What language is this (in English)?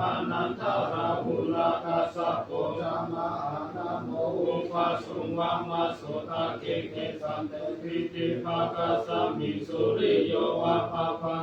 Pali